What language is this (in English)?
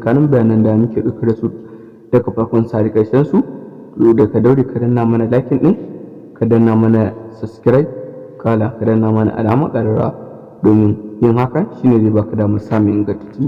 Hausa